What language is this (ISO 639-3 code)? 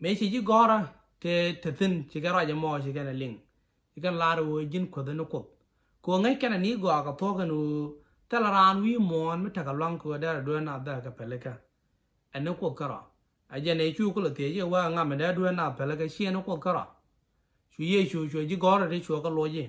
nus